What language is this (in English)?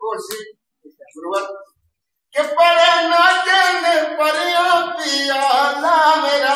Dogri